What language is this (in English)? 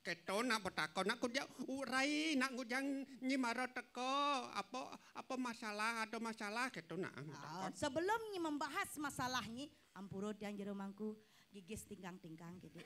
Balinese